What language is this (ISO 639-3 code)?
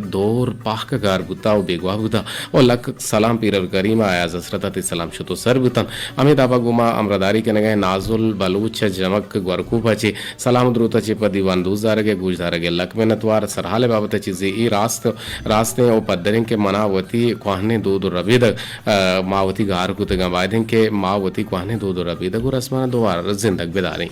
bgp